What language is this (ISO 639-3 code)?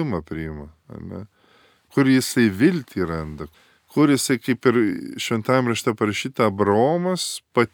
lit